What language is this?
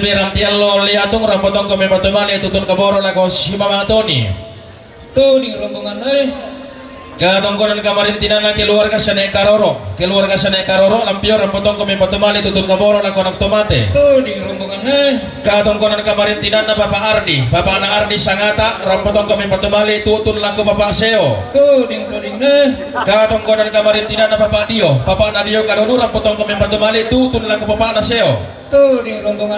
Toraja-Sa'dan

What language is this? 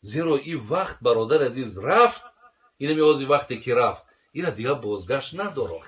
Tajik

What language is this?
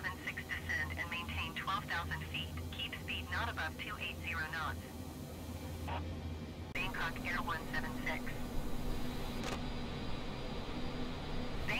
English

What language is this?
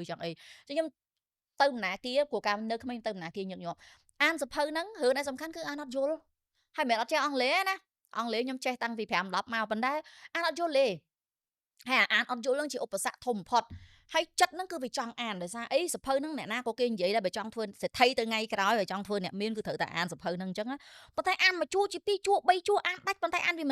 Khmer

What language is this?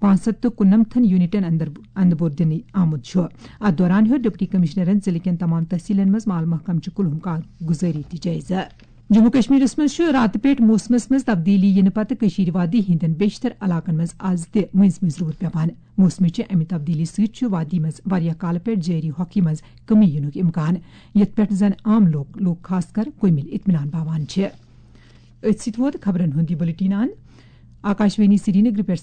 Kashmiri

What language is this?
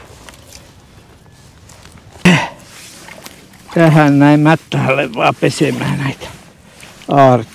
Finnish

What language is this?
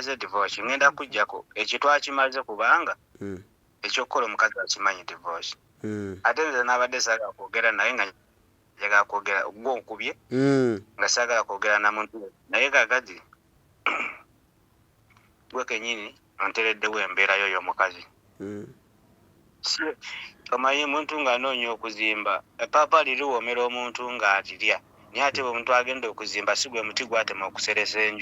Ganda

